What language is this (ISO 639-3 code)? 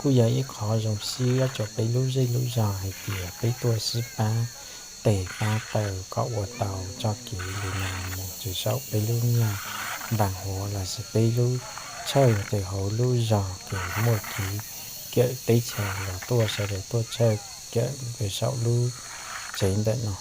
hmn